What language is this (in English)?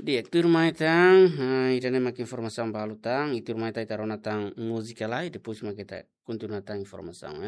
Tetum